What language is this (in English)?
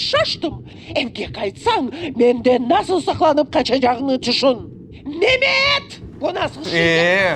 Crimean Tatar